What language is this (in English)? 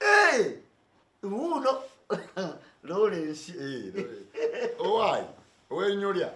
Ganda